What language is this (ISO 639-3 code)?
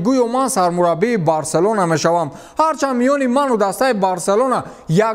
tgk